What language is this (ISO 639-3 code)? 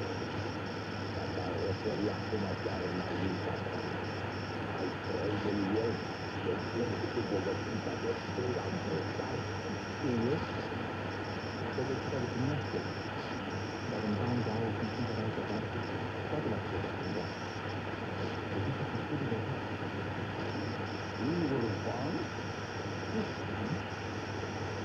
ron